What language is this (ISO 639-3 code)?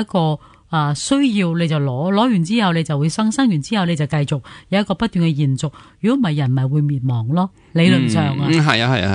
yue